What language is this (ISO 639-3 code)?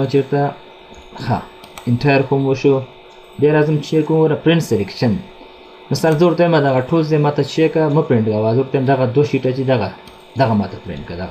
pus